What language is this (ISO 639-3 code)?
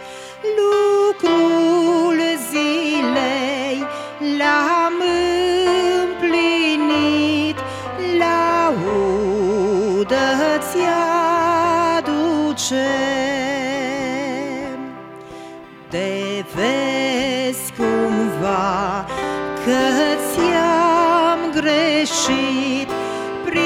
ron